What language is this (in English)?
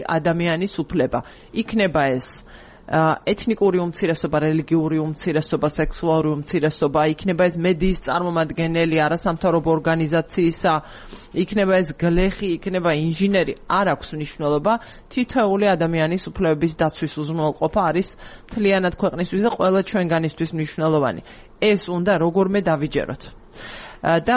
Georgian